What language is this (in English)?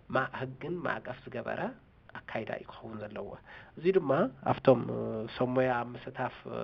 Tigrinya